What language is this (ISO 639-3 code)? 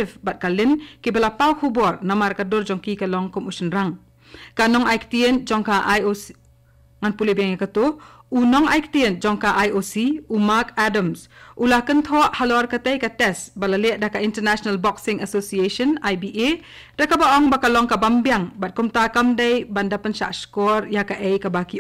kha